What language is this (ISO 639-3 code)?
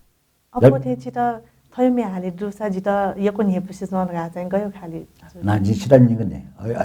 new